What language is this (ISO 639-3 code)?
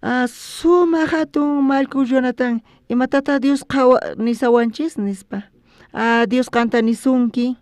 quh